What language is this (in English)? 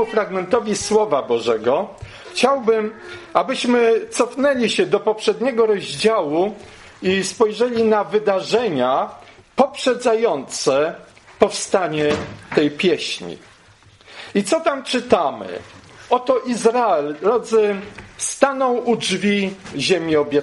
Polish